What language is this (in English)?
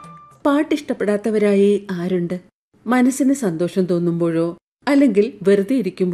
Malayalam